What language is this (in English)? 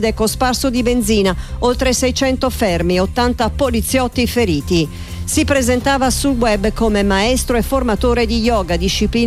Italian